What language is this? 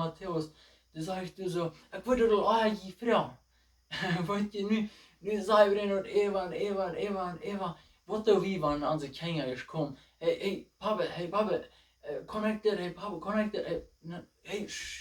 Plautdietsch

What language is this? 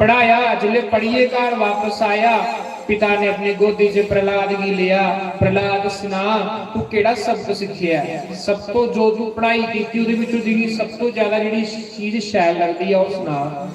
Dogri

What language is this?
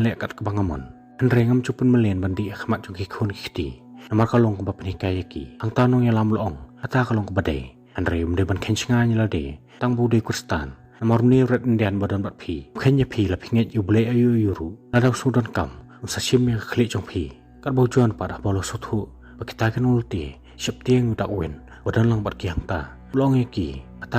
Khasi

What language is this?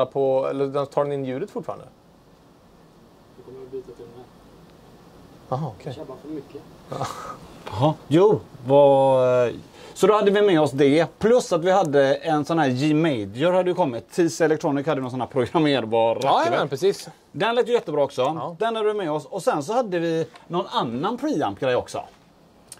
Swedish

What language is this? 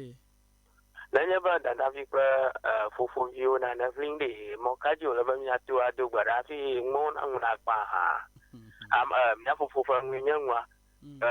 Ewe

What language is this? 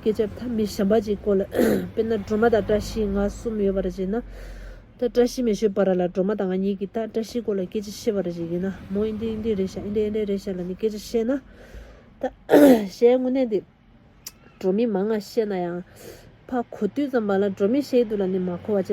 Tibetan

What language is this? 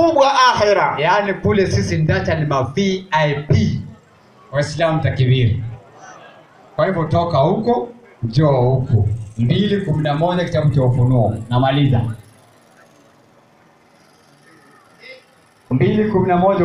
Swahili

